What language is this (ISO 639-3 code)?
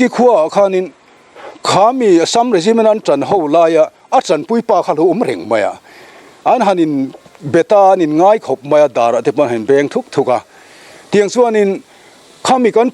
lus